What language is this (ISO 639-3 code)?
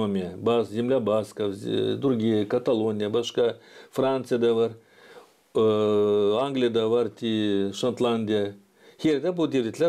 gag